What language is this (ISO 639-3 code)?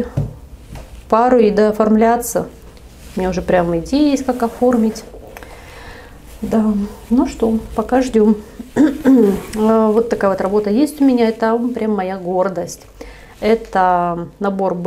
rus